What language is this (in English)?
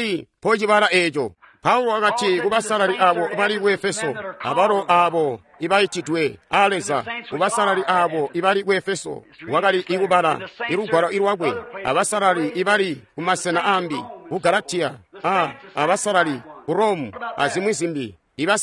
Tonga (Zambia)